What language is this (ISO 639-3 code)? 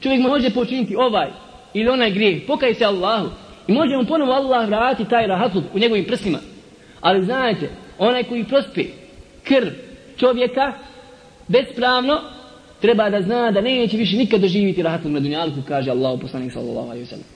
bos